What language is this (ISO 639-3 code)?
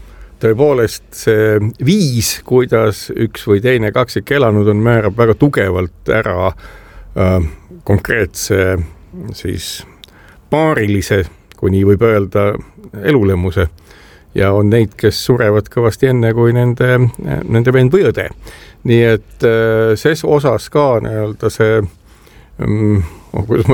est